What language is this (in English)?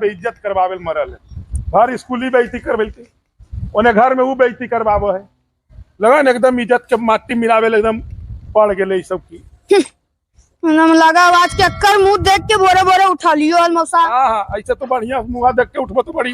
Magahi